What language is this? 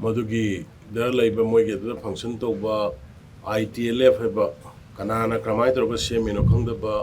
Manipuri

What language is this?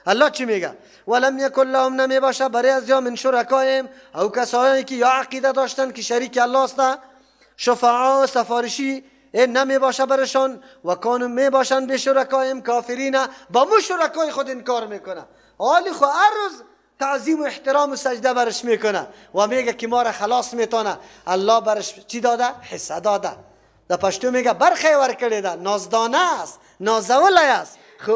Persian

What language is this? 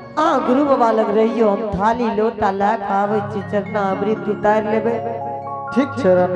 Angika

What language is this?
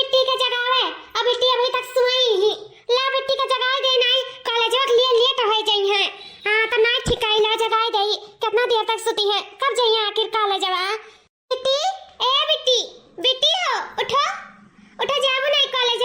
Awadhi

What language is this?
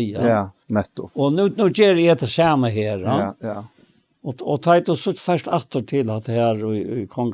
Faroese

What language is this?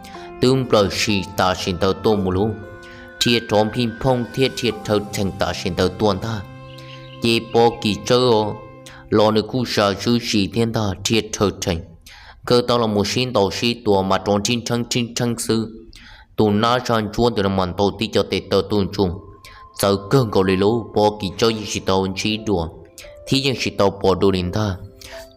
Hmong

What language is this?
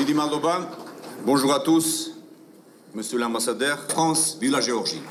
Georgian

